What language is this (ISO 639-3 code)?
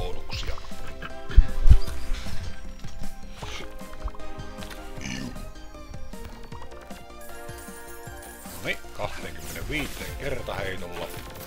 fin